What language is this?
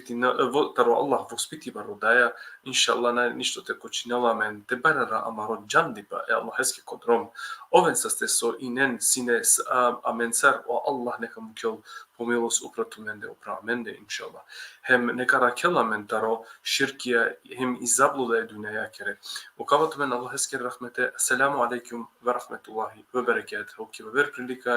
Balkan Romani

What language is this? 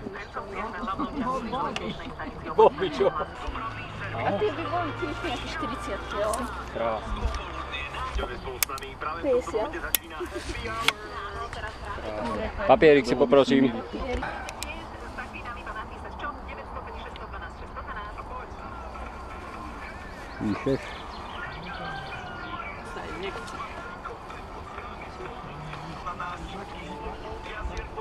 Slovak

